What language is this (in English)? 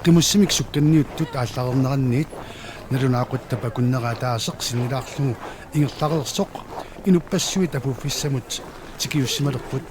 Kalaallisut